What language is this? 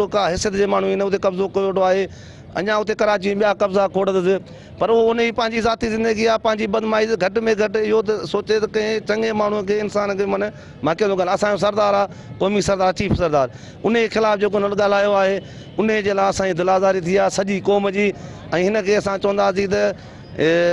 Sindhi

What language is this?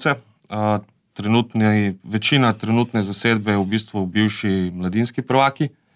Slovenian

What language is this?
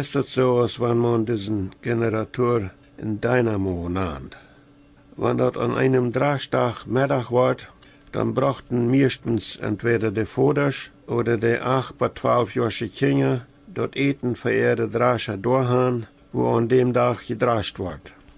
Plautdietsch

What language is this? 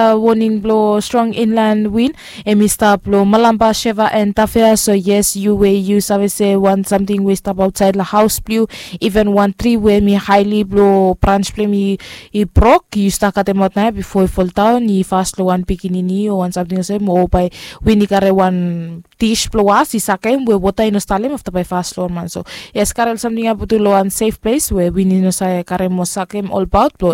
Bislama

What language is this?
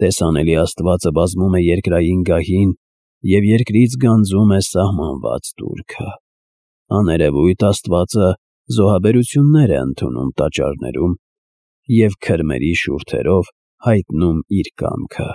Armenian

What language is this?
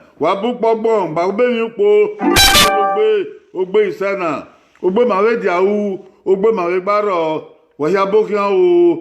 Bini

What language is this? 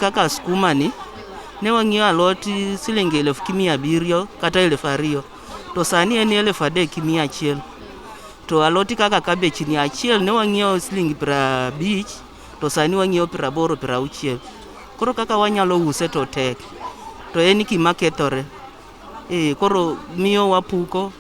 Luo (Kenya and Tanzania)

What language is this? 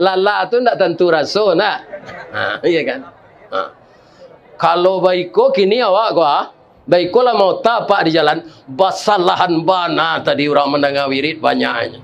Minangkabau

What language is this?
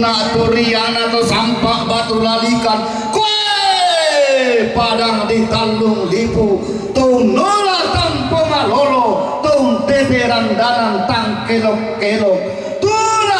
Toraja-Sa'dan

